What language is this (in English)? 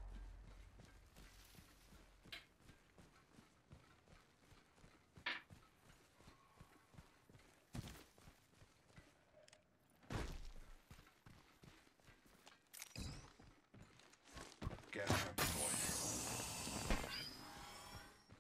Croatian